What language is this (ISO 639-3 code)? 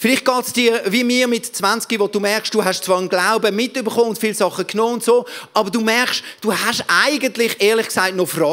gsw